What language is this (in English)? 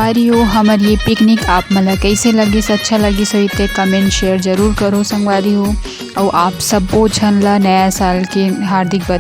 Chhattisgarhi